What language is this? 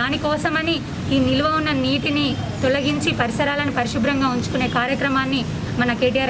Telugu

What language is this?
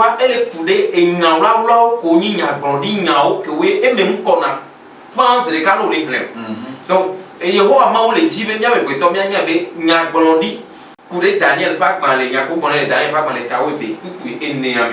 Ewe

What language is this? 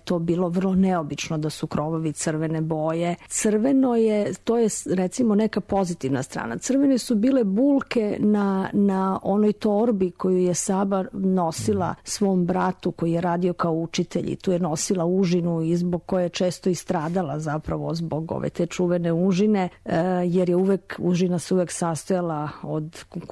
Serbian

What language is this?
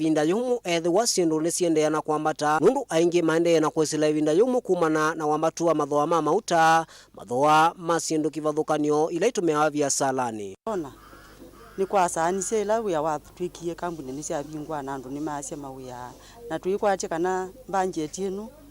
Kamba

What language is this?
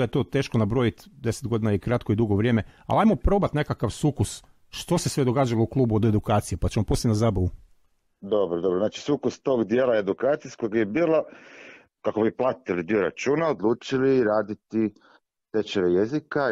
Croatian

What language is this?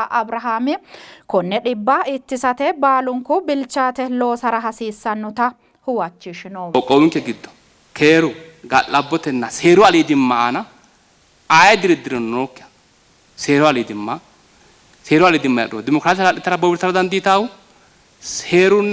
Sidamo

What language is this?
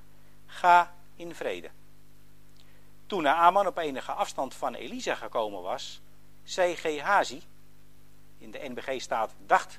Dutch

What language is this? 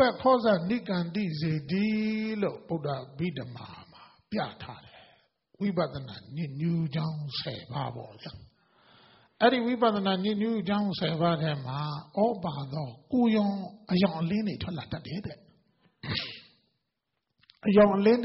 Burmese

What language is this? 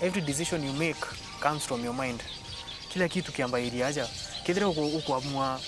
Meru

